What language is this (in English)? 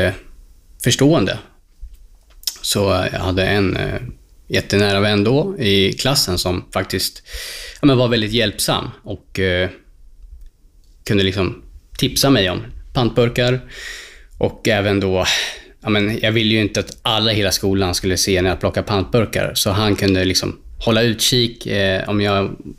Swedish